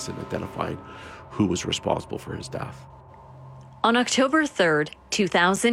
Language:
English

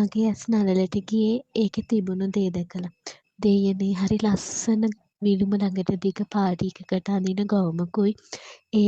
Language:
Sinhala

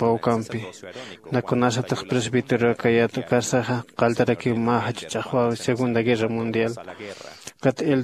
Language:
Aymara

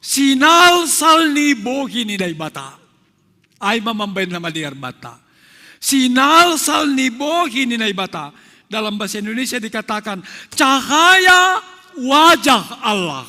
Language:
Batak Simalungun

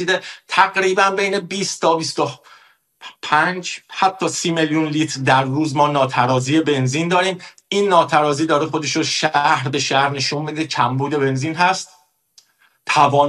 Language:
Persian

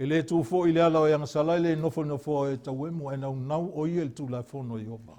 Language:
Samoan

